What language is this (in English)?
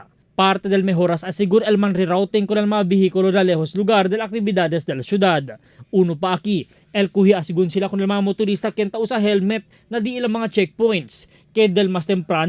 Chavacano